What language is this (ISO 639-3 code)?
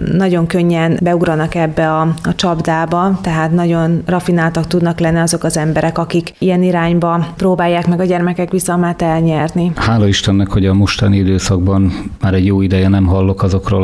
hun